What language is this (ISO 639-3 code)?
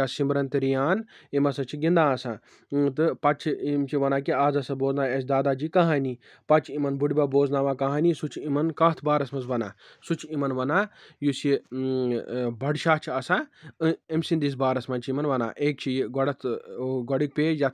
kas